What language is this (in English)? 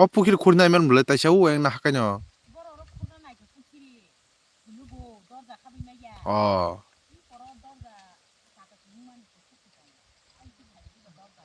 Kok Borok